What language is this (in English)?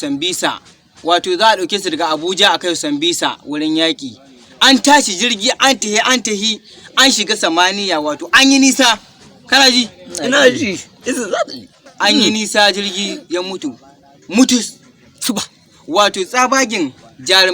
Hausa